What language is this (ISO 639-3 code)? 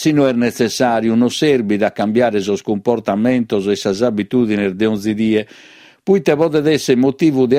srd